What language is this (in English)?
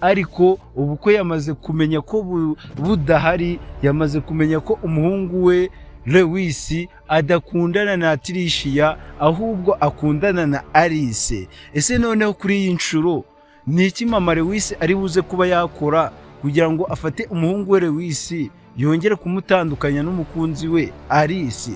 Kinyarwanda